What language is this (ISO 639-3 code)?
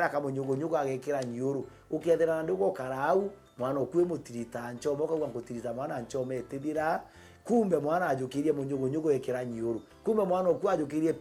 mer